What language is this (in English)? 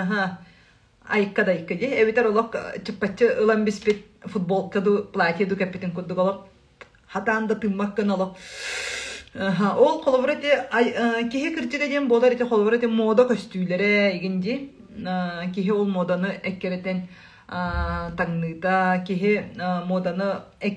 Yakut